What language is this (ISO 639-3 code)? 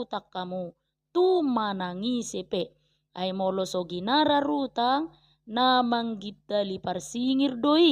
bbc